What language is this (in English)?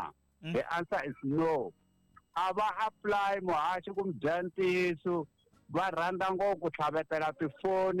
Tsonga